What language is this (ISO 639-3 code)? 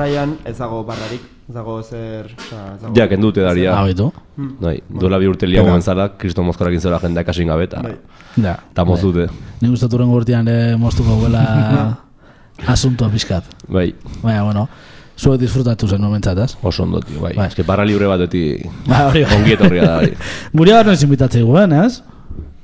eus